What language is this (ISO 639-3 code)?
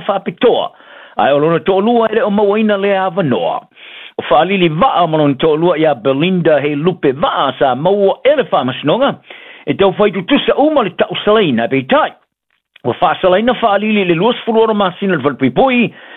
smo